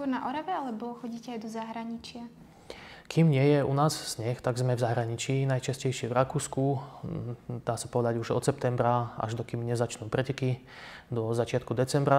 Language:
Slovak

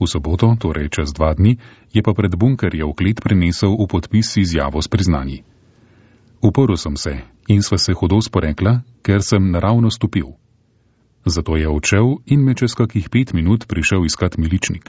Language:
Slovenian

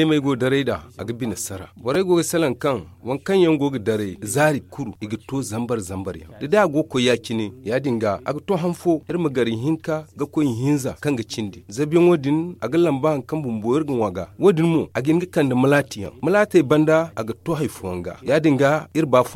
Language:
Zarma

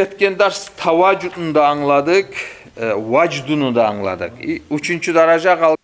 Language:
Kumyk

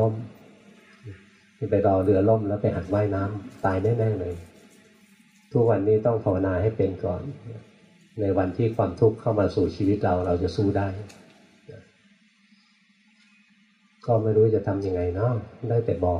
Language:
Thai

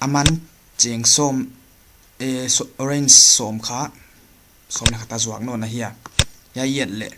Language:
Paite Chin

